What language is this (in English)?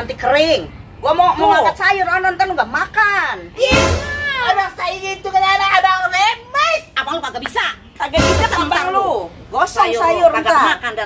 Betawi